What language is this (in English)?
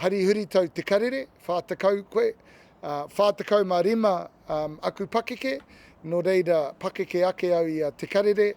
Māori